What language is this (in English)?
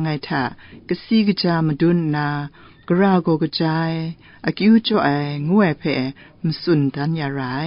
Kachin